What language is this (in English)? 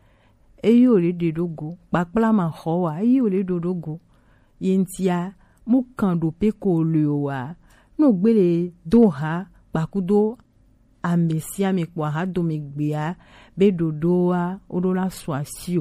Gen